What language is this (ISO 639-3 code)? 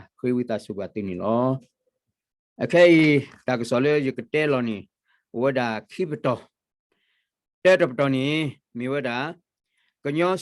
ksw